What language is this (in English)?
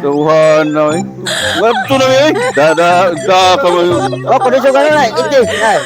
Cebuano